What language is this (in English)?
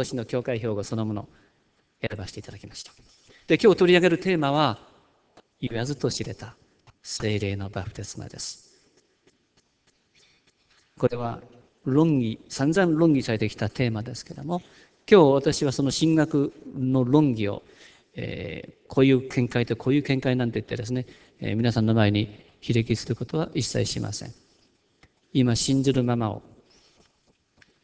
Japanese